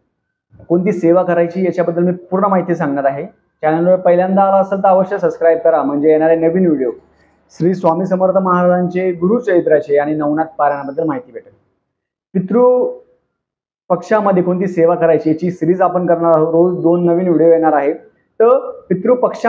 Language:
Marathi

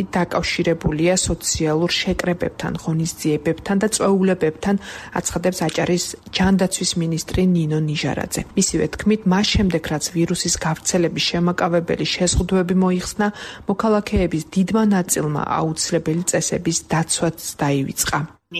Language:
Georgian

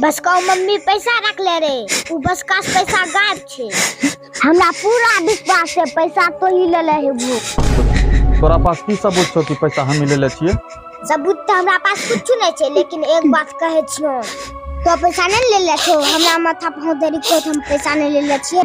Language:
Angika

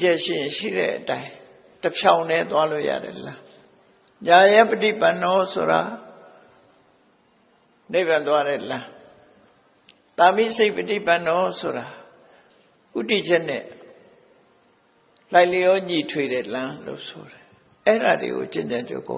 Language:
Burmese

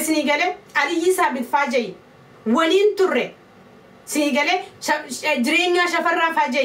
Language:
Oromo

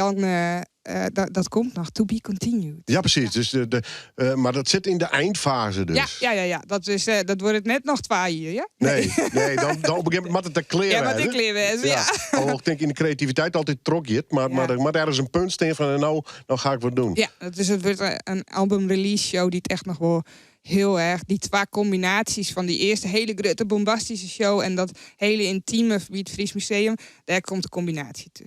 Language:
Western Frisian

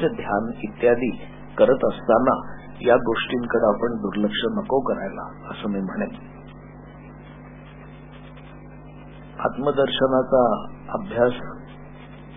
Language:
Marathi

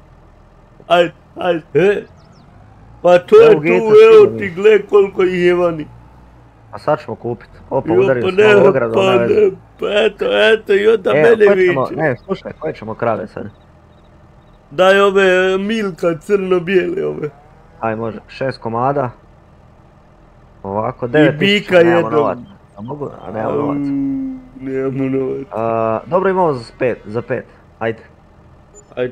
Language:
Croatian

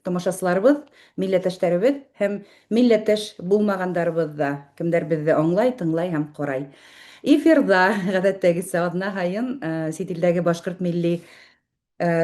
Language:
Bashkir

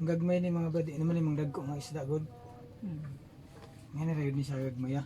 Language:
Cebuano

